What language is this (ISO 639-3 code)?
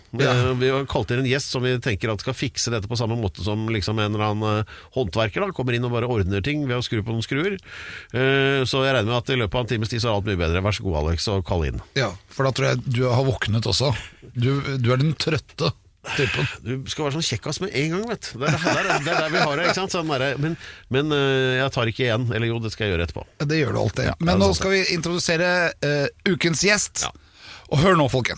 nor